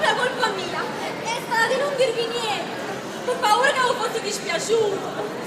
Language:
Neapolitan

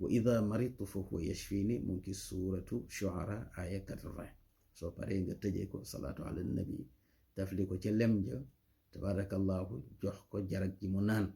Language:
Wolof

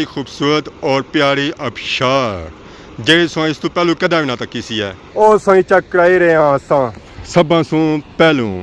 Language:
Pahari-Potwari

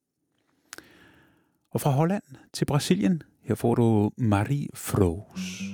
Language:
Danish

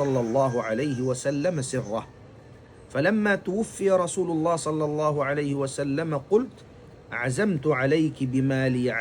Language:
Tausug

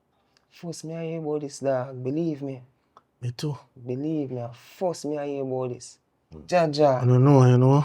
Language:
Jamaican Creole English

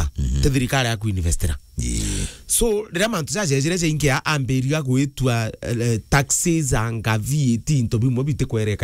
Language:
Meru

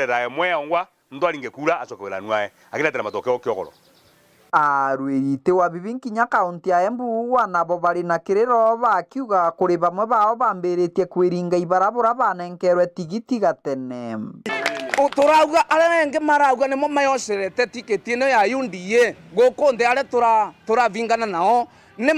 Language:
Meru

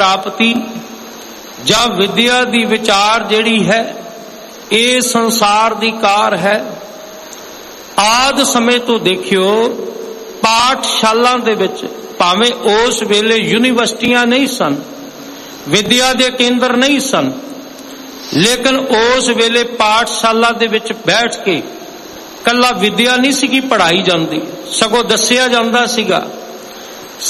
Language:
Punjabi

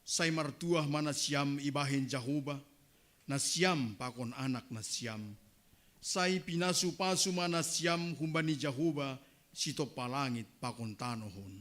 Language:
Batak Simalungun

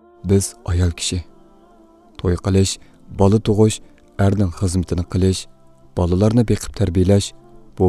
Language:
Uyghur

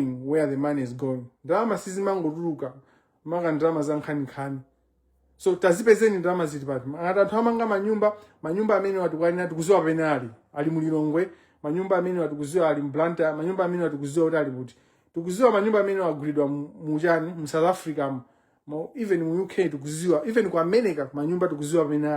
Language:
Nyanja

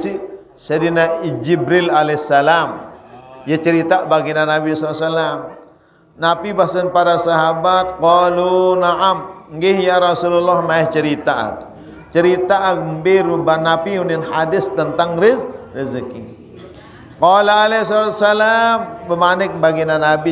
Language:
Sasak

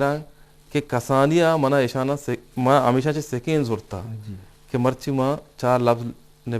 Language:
Eastern Balochi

